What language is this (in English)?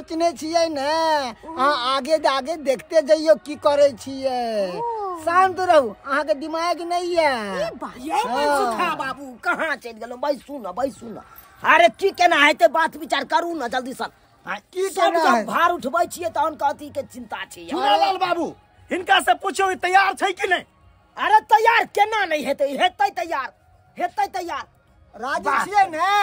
Maithili